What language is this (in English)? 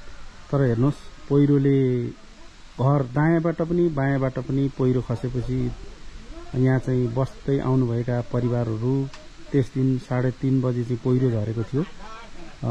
Nepali